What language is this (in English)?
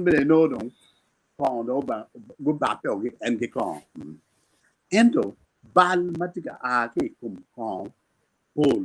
Acoli